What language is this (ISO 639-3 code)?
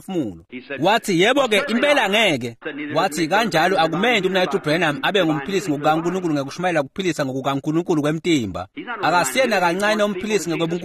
ssw